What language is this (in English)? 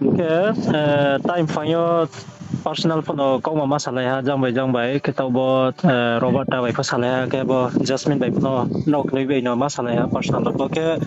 Riang (India)